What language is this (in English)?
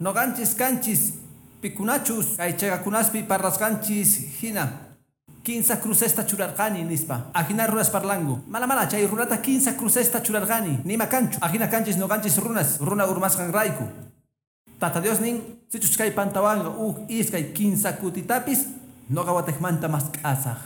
Quechua